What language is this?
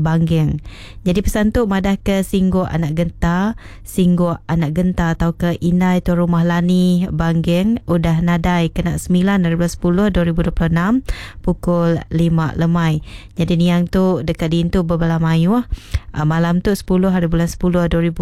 Iban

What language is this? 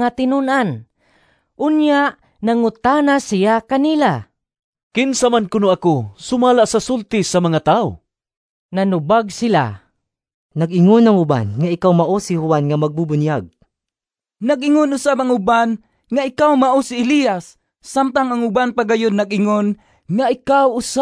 Cebuano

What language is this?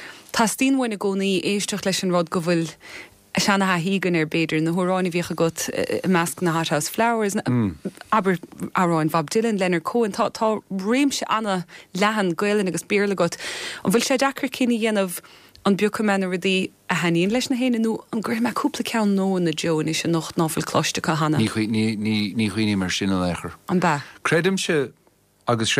Irish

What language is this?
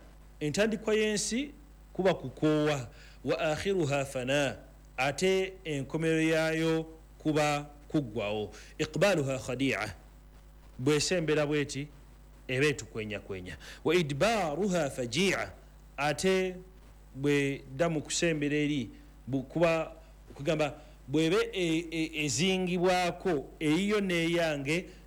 Ganda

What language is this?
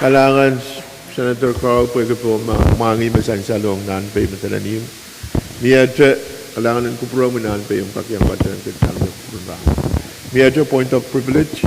Pohnpeian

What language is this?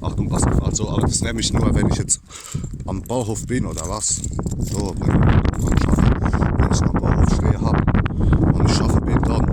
Palatine German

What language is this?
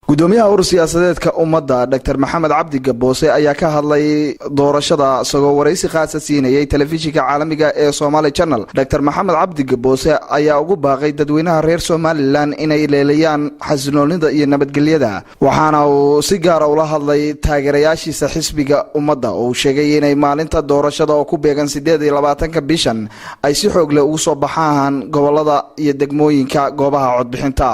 Somali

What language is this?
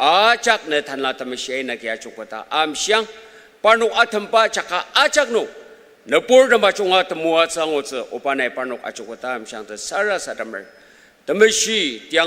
Ao Naga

